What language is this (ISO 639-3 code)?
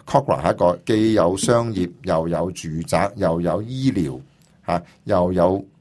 yue